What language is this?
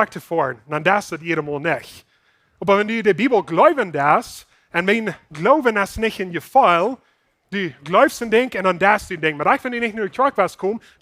Plautdietsch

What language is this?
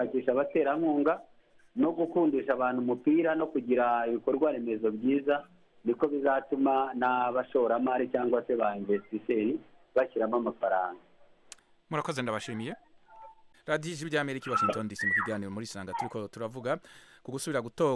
Rundi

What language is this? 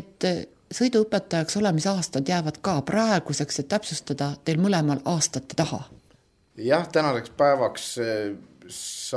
Estonian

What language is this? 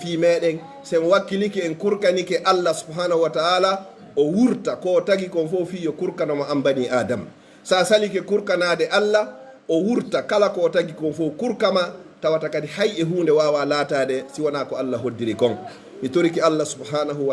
Pular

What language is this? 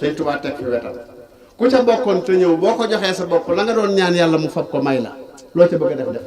Wolof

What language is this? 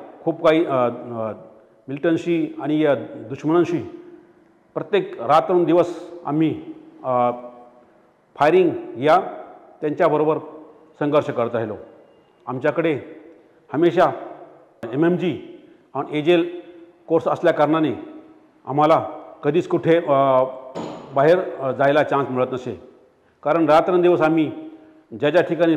Marathi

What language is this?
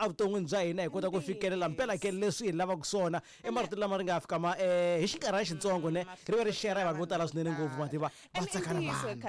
Tsonga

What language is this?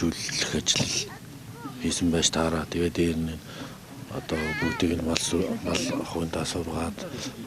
Mongolian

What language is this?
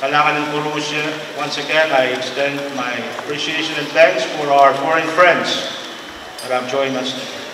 Pohnpeian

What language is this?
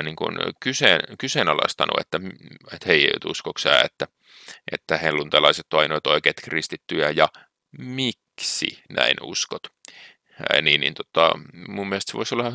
Finnish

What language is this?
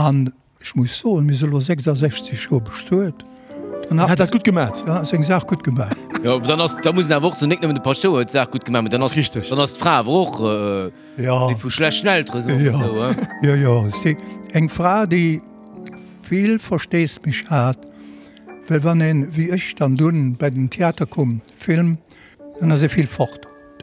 Luxembourgish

